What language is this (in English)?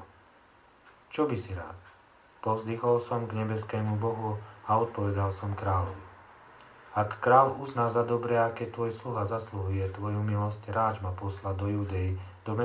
Slovak